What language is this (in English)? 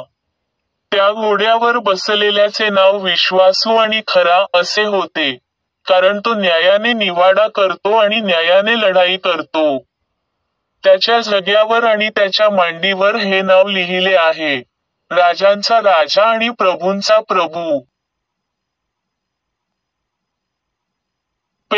Marathi